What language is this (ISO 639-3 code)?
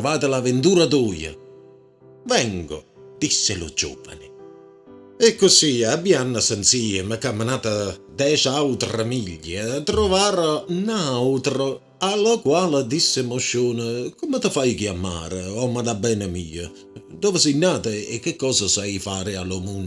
nap